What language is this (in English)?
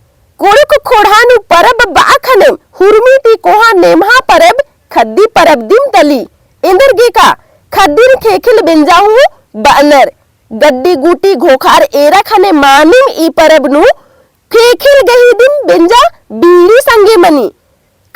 Kurukh